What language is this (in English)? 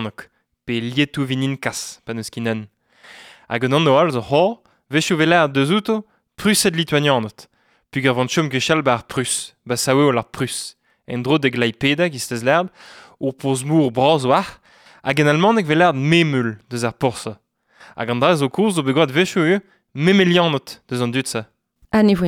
Breton